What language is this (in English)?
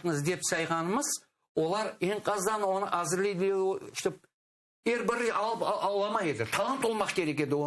Crimean Tatar